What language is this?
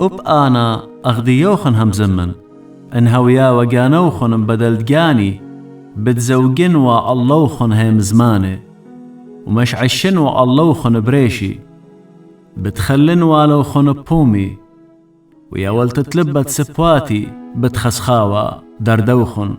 Assyrian Neo-Aramaic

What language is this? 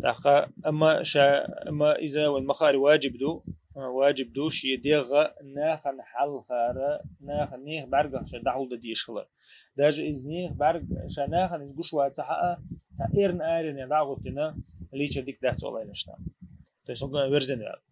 Chechen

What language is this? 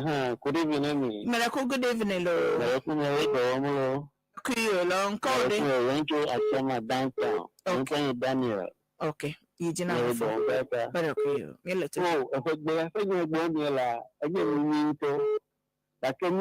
Ewe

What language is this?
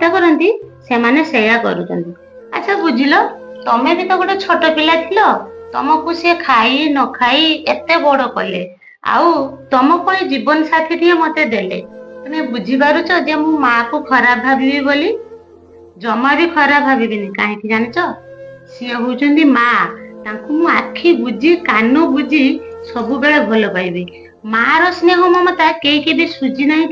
Odia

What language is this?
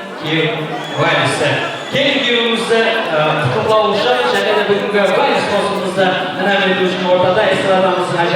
Kara-Kalpak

